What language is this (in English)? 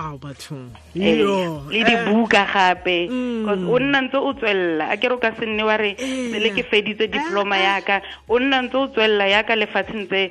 Tswana